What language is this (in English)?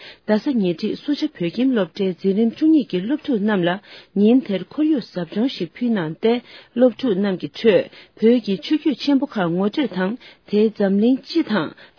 Tibetan